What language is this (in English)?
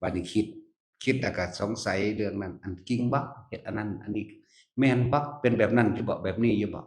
Northeastern Thai